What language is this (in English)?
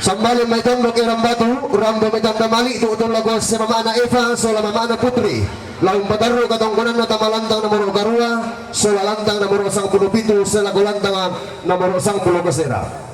Toraja-Sa'dan